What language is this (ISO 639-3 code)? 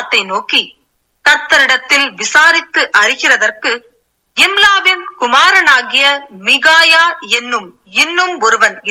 tam